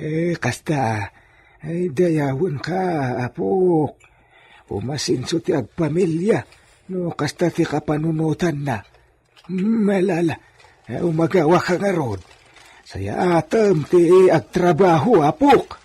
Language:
Iloko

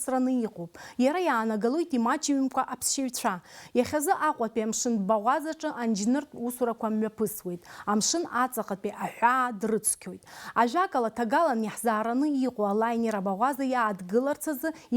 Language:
Abkhazian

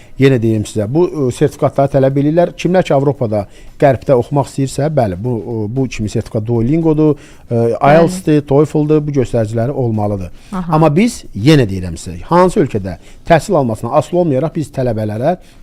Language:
Azerbaijani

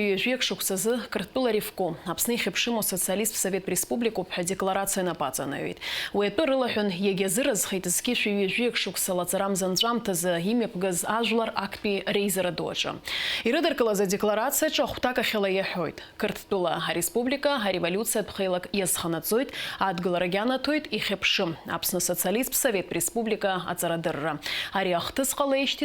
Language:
Abkhazian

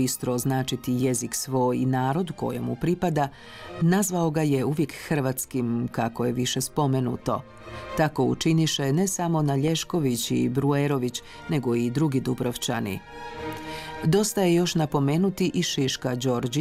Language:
Croatian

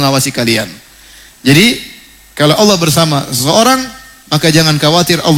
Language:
Indonesian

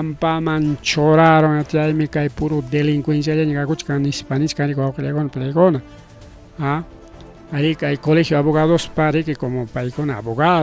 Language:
Ayacucho Quechua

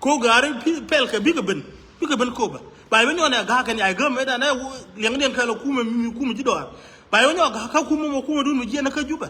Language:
Nuer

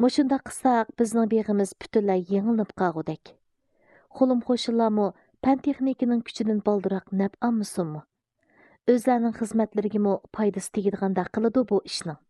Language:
Uyghur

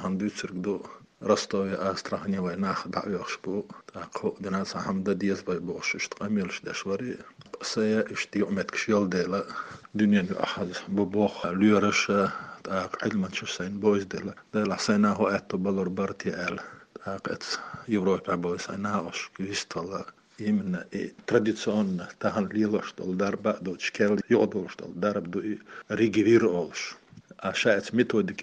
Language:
Chechen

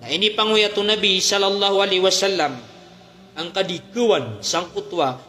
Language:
Maranao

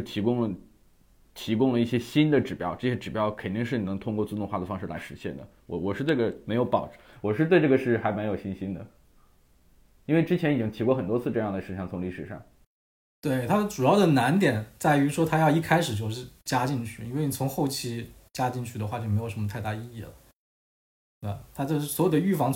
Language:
Chinese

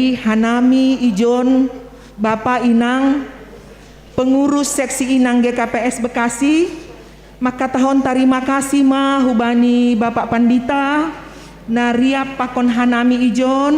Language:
Batak Simalungun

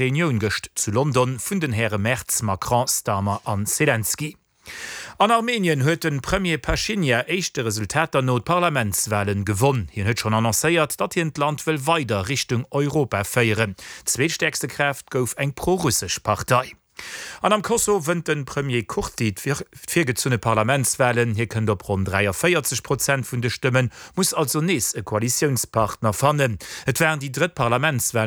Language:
Luxembourgish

